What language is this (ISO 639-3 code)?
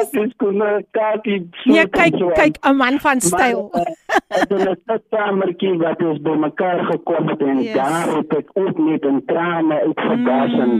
afr